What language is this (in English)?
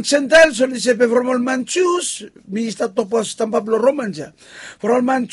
Bislama